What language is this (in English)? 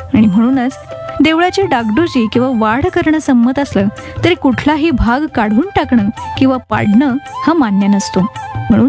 Marathi